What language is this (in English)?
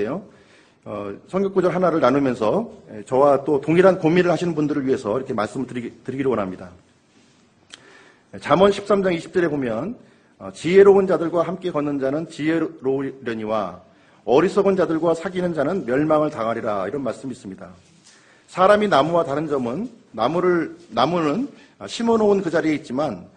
Korean